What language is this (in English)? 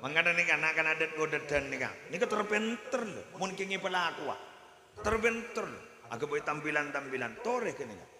Madurese